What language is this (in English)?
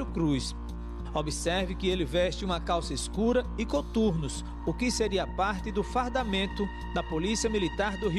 Portuguese